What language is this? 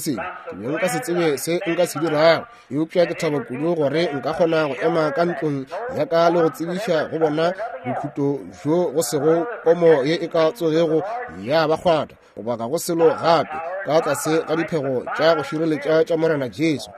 Northern Sotho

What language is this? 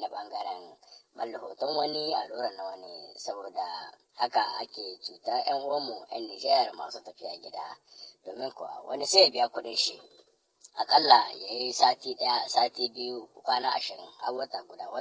Hausa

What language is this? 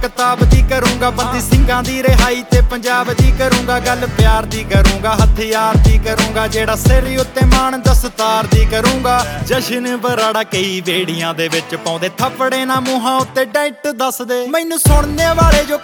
Punjabi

